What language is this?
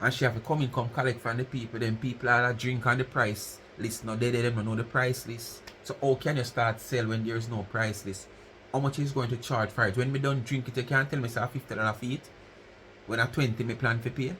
Jamaican Creole English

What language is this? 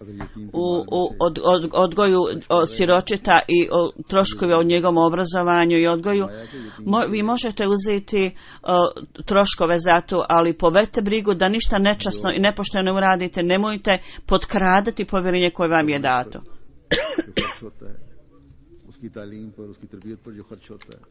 Bosnian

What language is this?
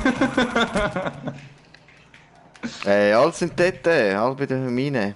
Swiss German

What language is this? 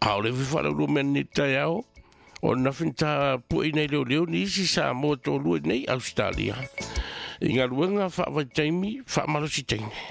Samoan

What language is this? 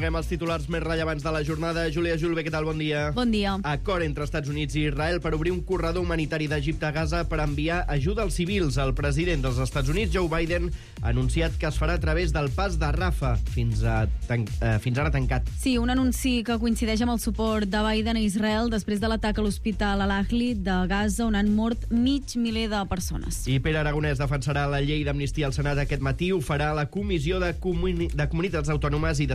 Catalan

